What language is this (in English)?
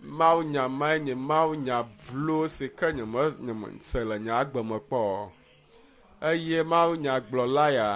Ewe